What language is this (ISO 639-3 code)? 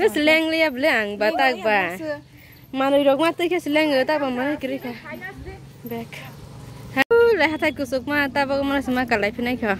trp